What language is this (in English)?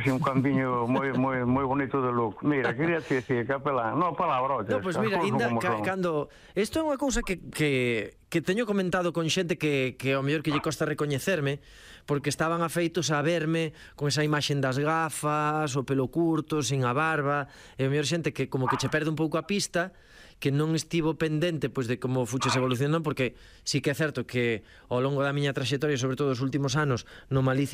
Galician